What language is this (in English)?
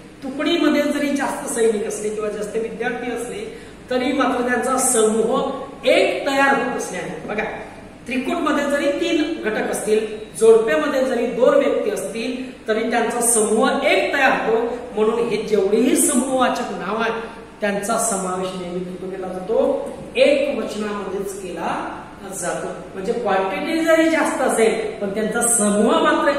Marathi